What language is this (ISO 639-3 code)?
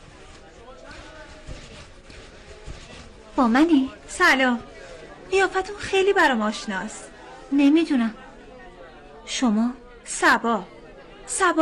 fas